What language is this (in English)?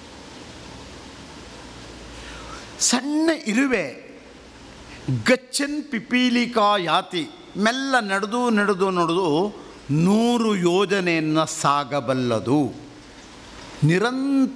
Kannada